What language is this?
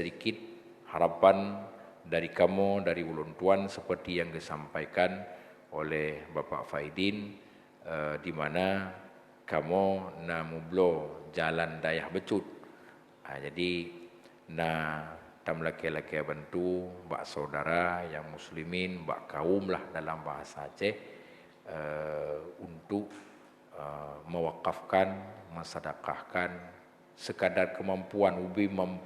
Achinese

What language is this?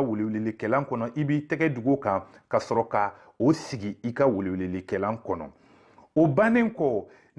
Bambara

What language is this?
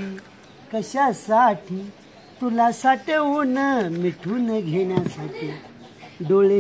Marathi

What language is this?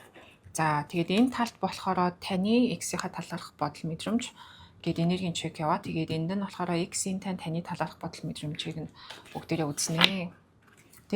Mongolian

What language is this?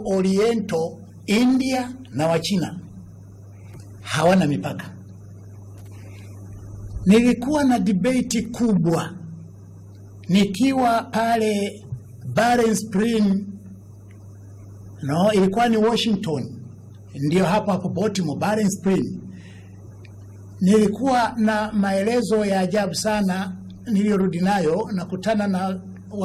Swahili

